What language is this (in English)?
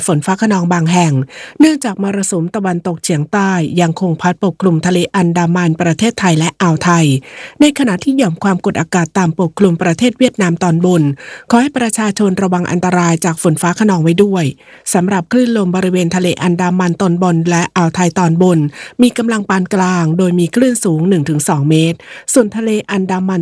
Thai